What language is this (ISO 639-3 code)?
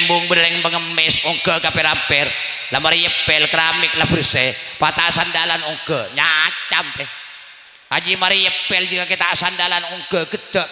mad